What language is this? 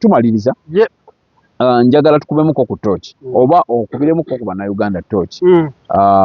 Ganda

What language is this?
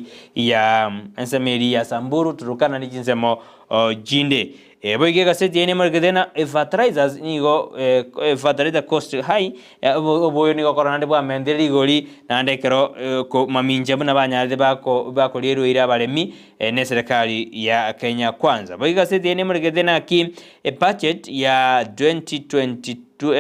Gusii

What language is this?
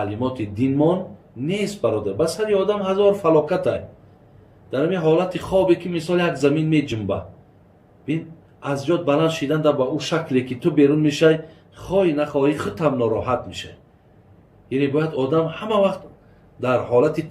Tajik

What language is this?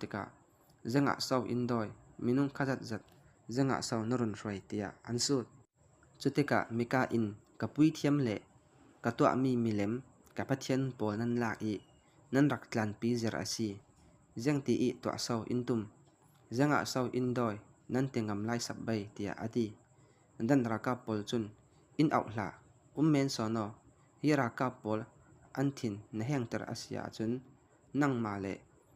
Falam Chin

